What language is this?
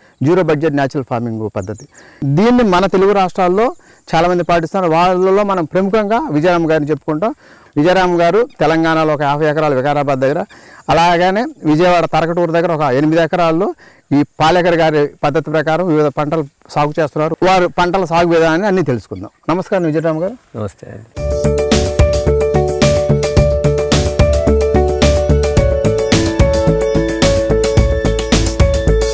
Telugu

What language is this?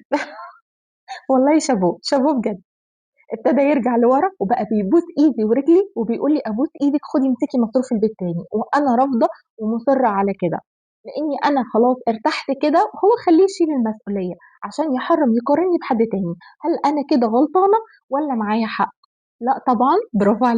Egyptian Arabic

